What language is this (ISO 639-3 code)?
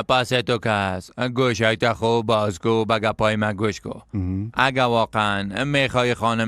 fas